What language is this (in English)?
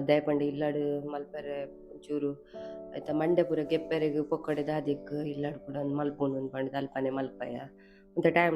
Tulu